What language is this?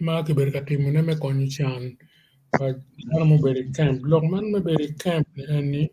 Acoli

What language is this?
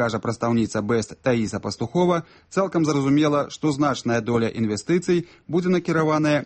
Belarusian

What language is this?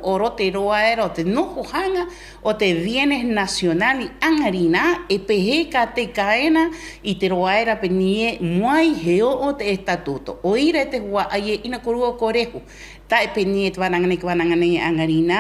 Rapanui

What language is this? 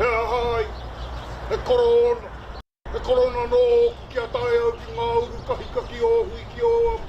Māori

